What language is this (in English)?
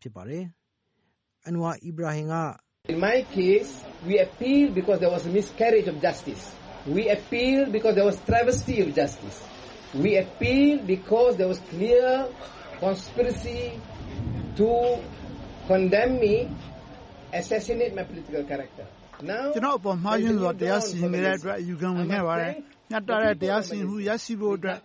Burmese